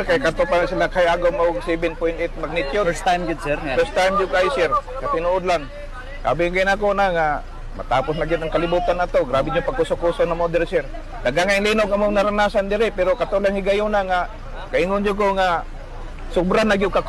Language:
Cebuano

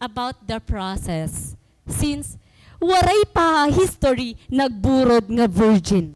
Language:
Waray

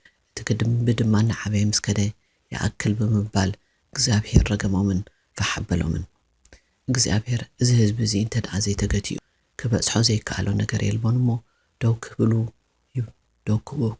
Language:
Tigrinya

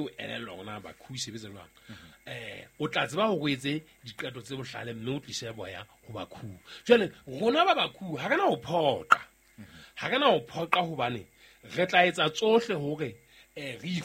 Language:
Southern Sotho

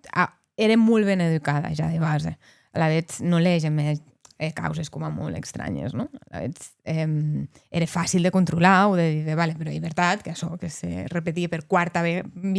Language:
Occitan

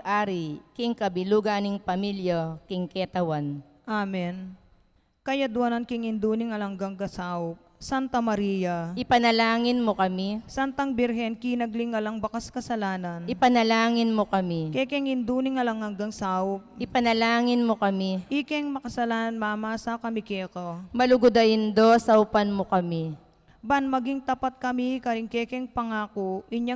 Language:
Pampanga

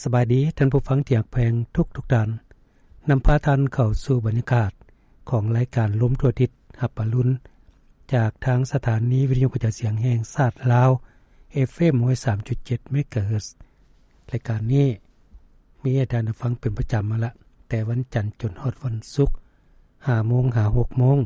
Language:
Lao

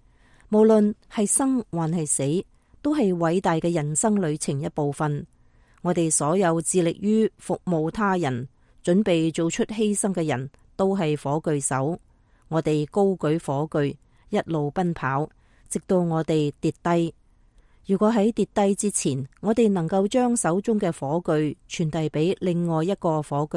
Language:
Cantonese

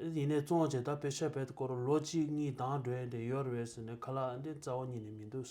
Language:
Tibetan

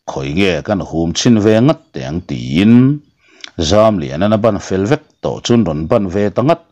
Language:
Mizo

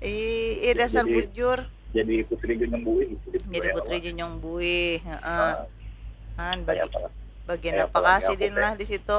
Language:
Banjar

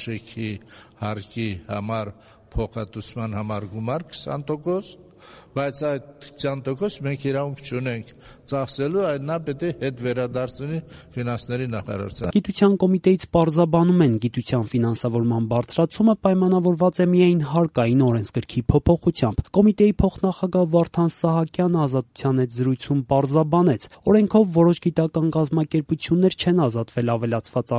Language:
Armenian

